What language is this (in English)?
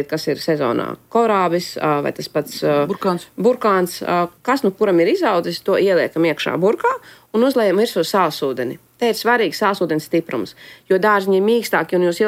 Latvian